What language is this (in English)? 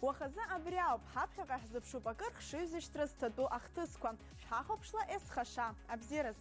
Abkhazian